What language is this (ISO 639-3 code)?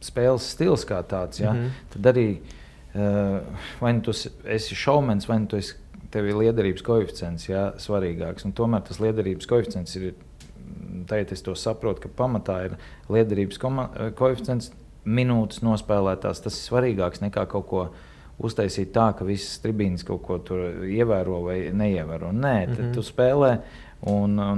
lav